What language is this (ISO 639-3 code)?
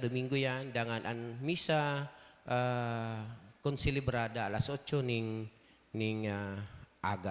bik